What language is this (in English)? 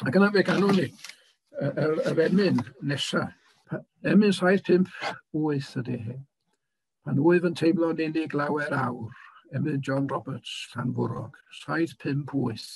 Welsh